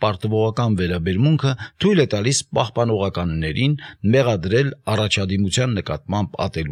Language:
Armenian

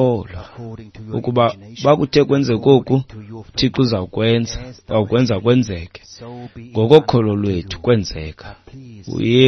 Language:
Xhosa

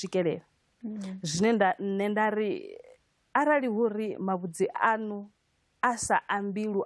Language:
Venda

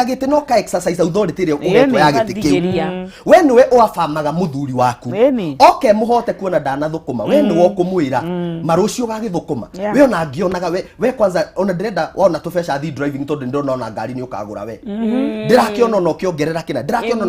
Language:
Kikuyu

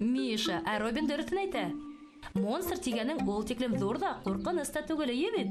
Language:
Bashkir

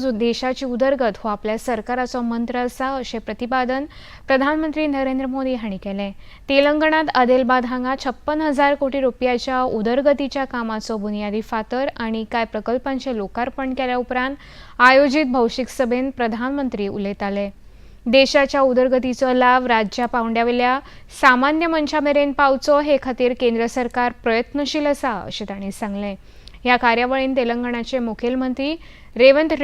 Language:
Konkani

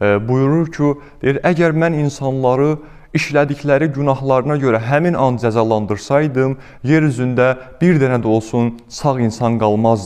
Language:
Azerbaijani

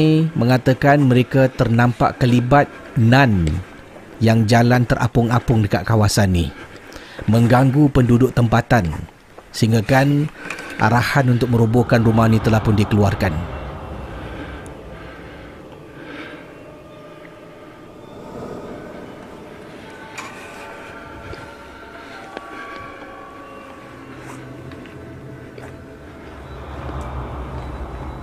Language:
Malay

